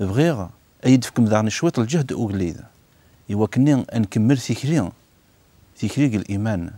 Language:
Kabyle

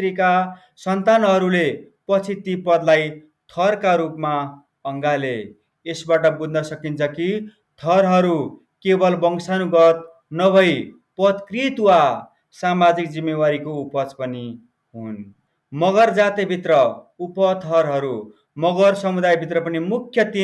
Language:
Nepali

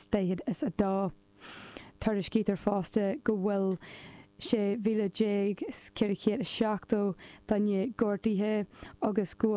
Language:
Irish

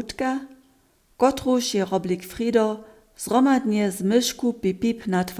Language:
Upper Sorbian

